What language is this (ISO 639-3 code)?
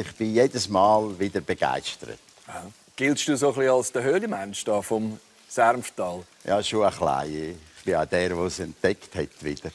gsw